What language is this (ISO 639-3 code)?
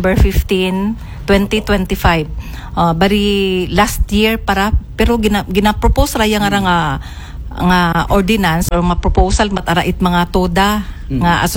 akl